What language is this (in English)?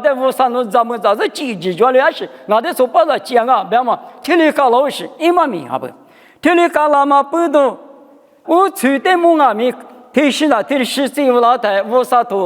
Lisu